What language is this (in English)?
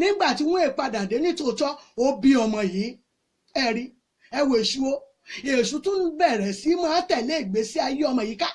Yoruba